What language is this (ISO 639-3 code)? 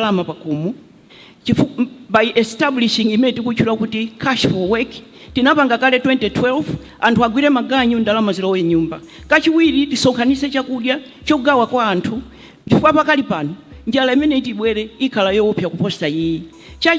nya